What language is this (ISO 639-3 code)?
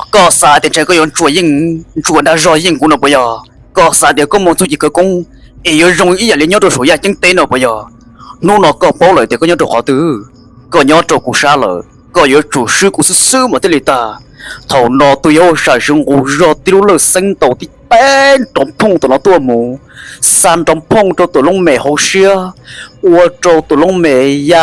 hmn